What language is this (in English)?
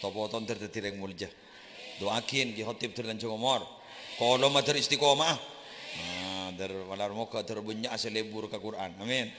Madurese